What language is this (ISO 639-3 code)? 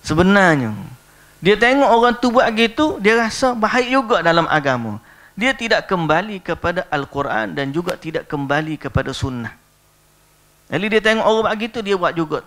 msa